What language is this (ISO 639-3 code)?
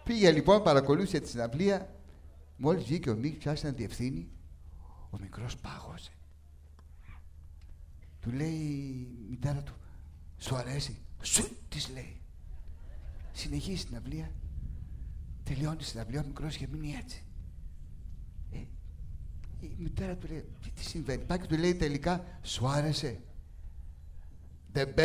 ell